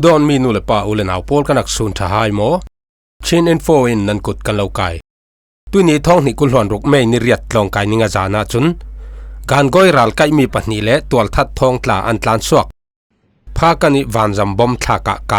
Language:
Falam Chin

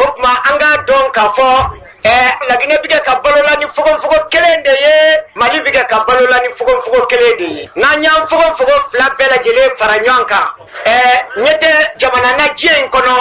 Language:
Bambara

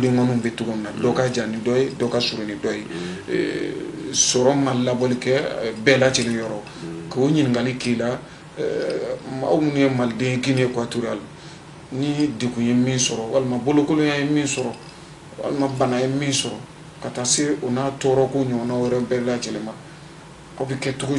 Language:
Bambara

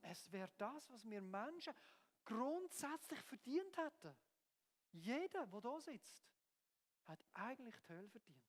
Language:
Swiss German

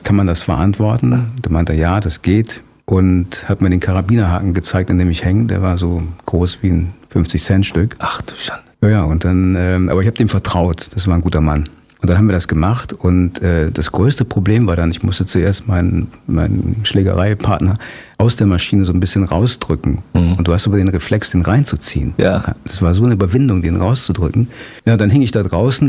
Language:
German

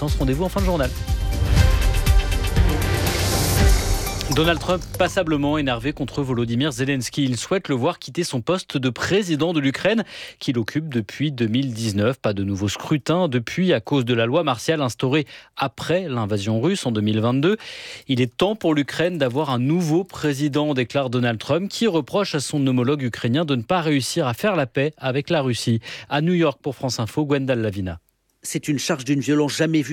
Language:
French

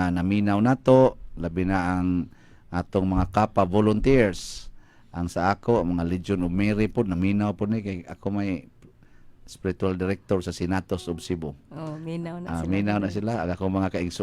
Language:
Cebuano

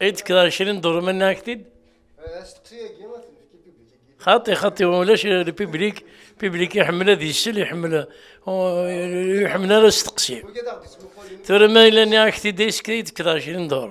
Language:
Kabyle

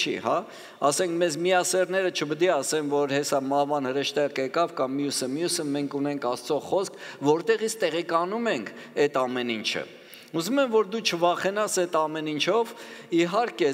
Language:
Armenian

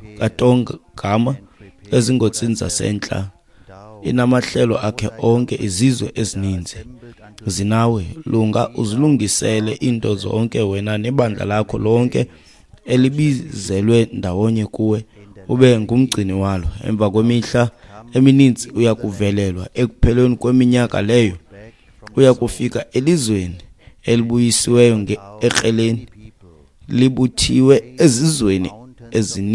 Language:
Xhosa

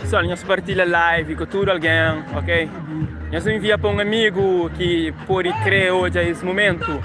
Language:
Kabuverdianu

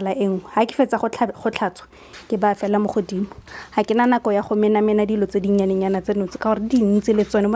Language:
Tswana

